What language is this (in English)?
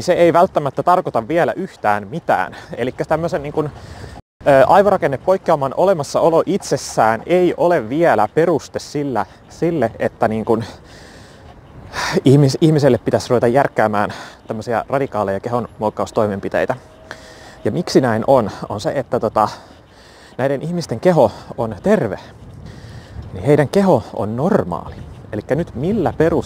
Finnish